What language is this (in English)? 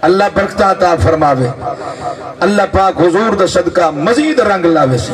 Saraiki